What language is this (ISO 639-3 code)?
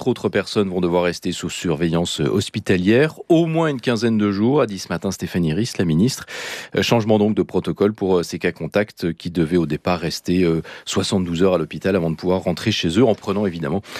fra